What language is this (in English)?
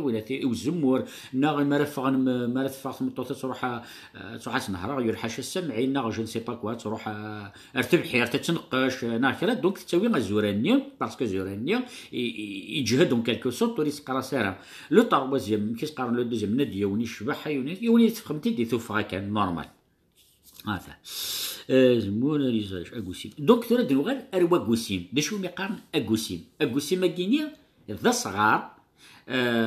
Kabyle